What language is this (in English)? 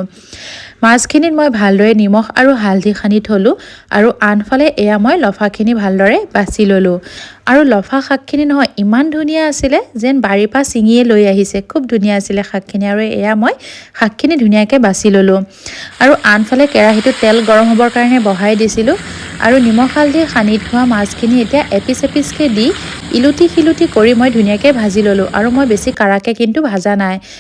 Assamese